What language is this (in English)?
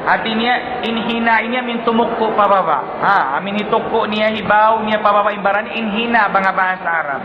Tausug